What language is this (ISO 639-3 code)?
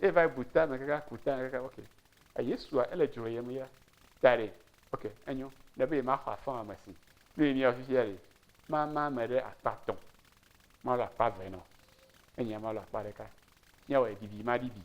ewe